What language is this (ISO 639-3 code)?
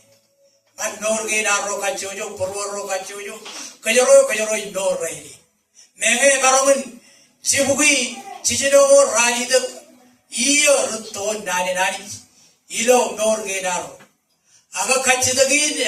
mah